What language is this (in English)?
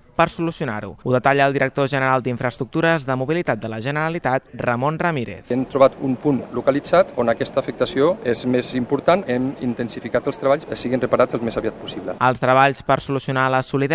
Catalan